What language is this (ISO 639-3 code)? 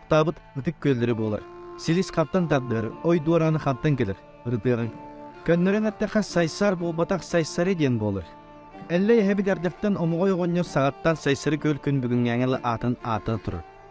sah